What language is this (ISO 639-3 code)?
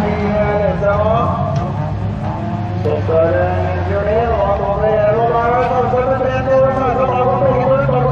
nor